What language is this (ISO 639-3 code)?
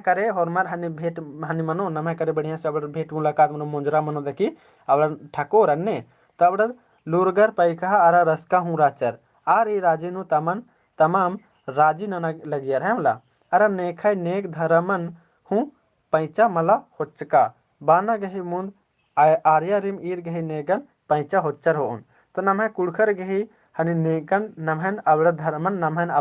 kru